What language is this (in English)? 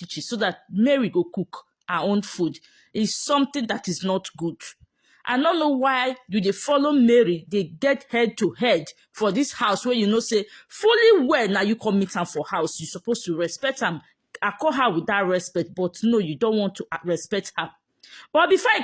Nigerian Pidgin